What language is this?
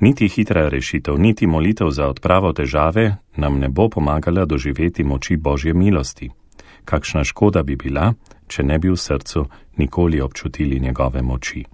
Slovenian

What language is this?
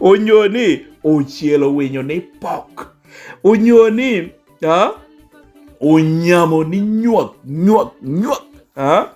Lango (Uganda)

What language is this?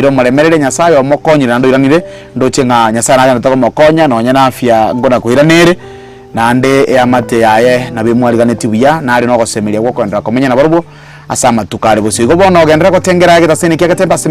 Gusii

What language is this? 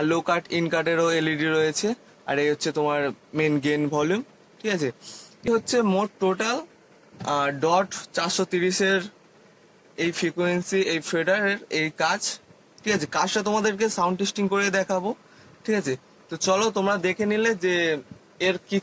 Bangla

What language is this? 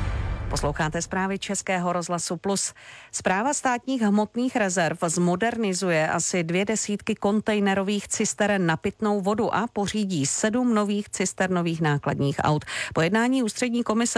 Czech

